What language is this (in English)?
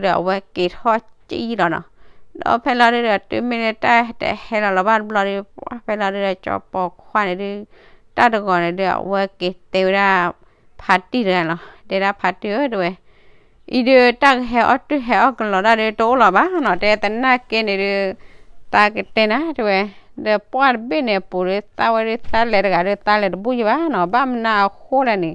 S'gaw Karen